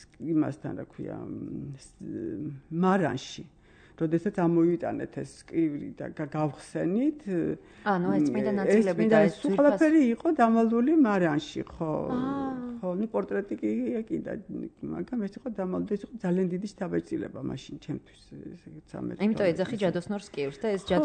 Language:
Georgian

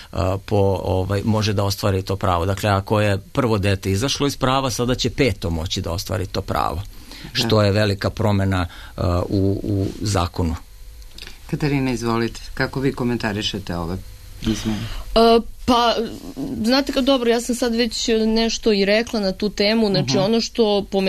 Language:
Serbian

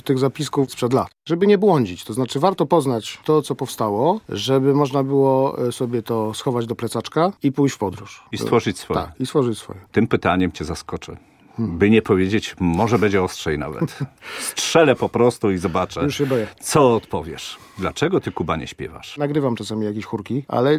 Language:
Polish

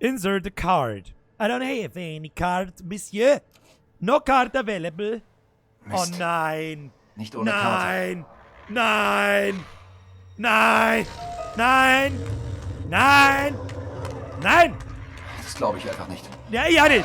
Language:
Bavarian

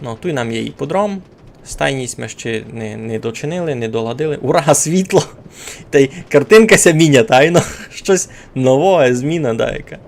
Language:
Rusyn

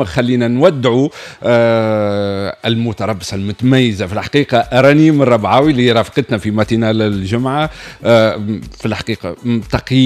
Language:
Tunisian Arabic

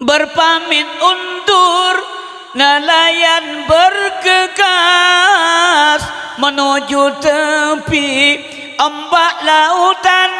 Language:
Achinese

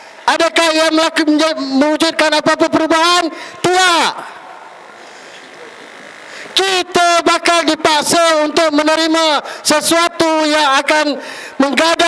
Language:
Malay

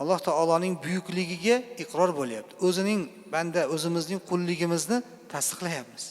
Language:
Uzbek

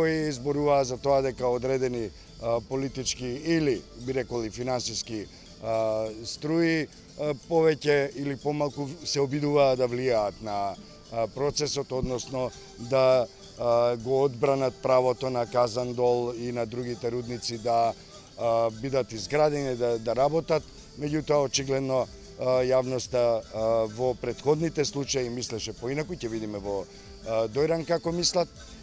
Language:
Macedonian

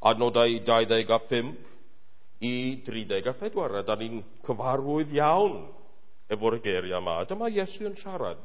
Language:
Welsh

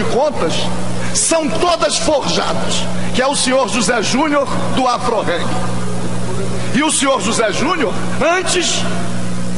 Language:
Portuguese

